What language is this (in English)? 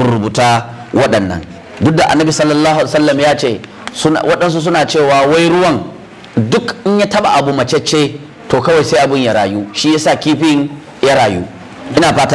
Hausa